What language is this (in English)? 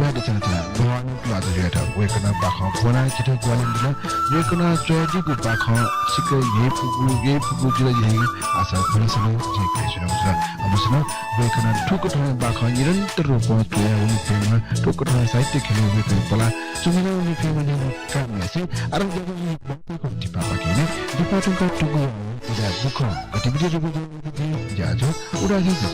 Newari